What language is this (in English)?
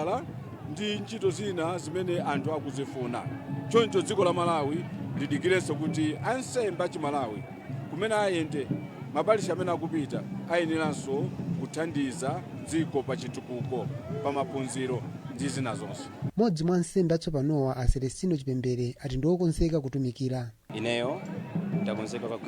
Nyanja